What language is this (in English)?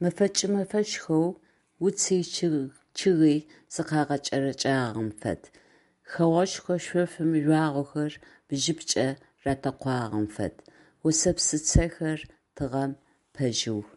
Adyghe